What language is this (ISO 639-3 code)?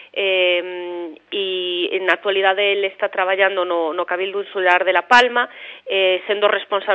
glg